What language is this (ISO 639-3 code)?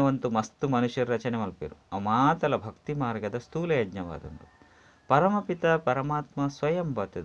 tcy